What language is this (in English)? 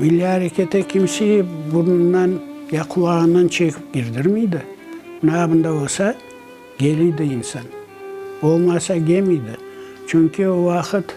Crimean Tatar